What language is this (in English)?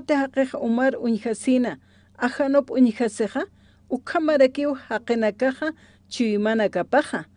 Aymara